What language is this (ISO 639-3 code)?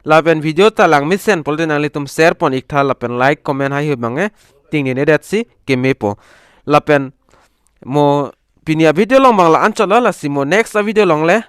mjw